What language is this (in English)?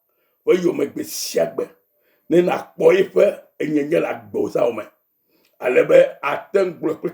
Ewe